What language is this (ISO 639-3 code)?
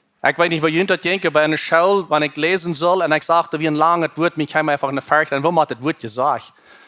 pdt